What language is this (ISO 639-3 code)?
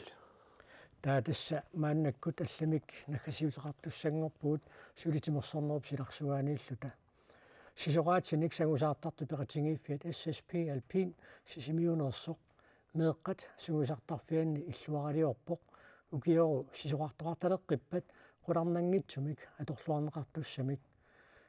kal